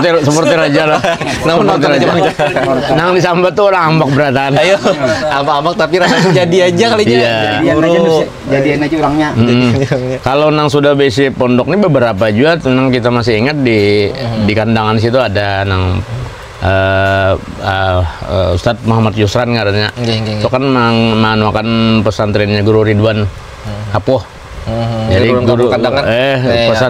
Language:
Banjar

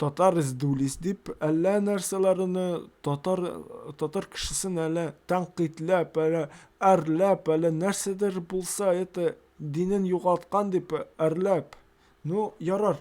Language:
Tatar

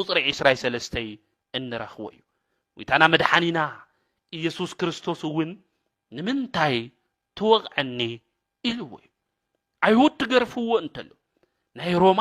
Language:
Tigrinya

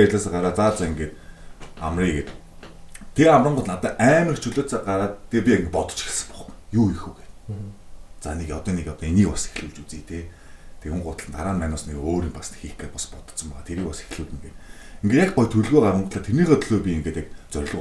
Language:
Mongolian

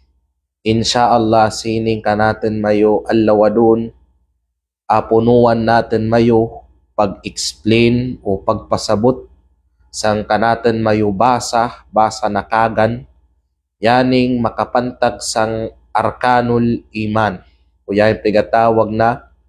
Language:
Kalagan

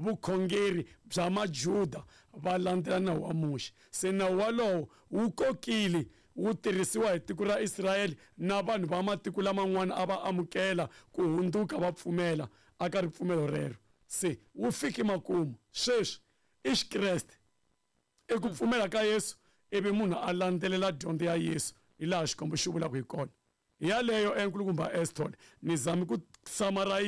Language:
Tsonga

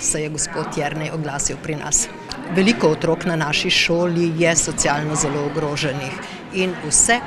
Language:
Slovenian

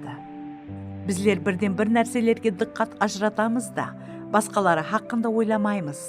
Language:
Kara-Kalpak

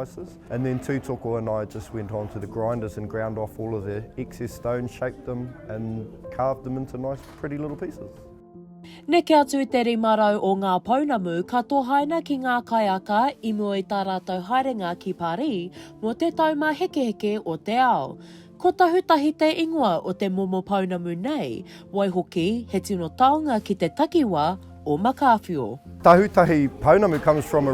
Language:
Māori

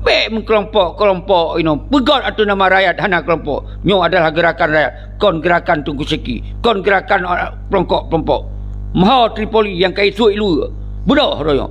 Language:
Achinese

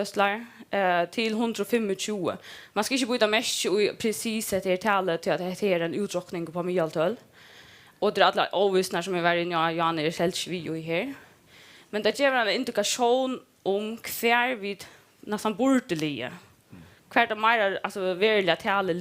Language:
Faroese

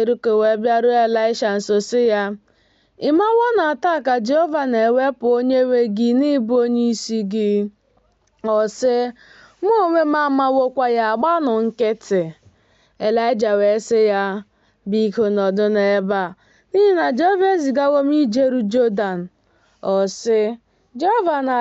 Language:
Igbo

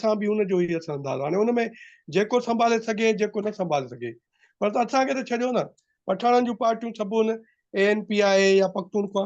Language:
Sindhi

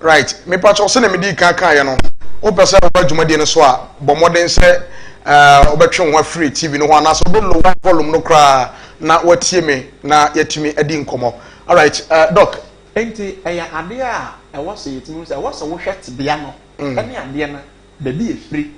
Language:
Akan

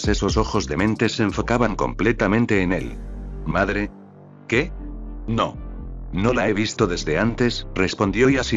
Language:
Spanish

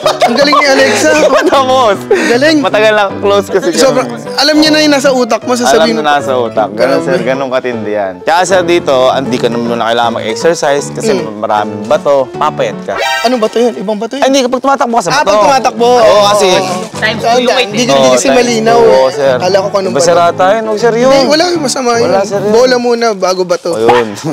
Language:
Filipino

